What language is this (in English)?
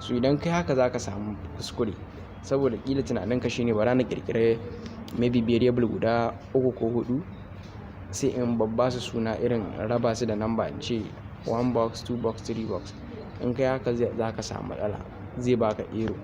Hausa